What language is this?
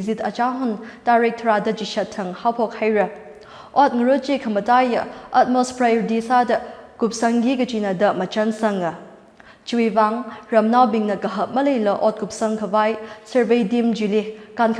Tangkhul Naga (India)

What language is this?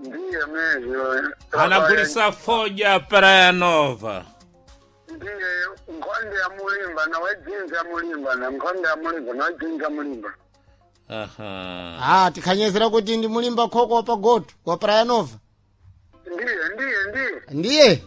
Sena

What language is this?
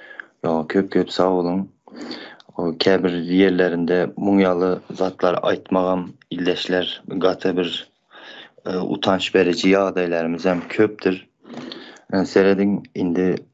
Turkmen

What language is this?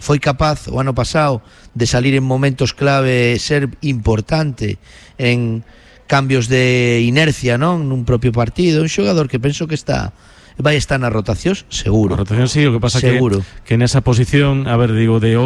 Galician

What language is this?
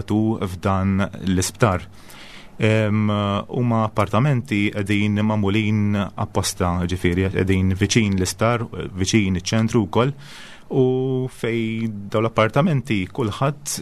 Maltese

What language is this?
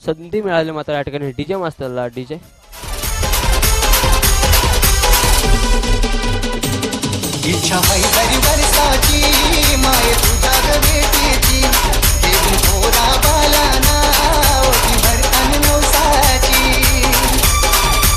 Marathi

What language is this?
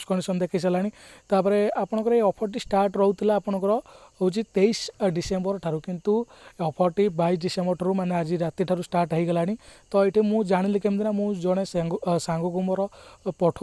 Odia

